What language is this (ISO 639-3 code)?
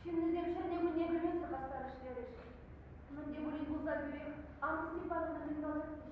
chv